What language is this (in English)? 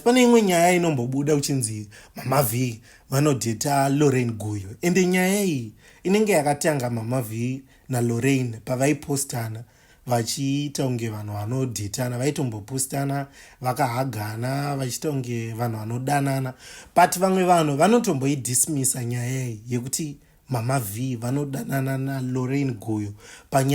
Shona